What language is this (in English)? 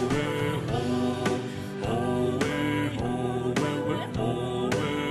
Poumei Naga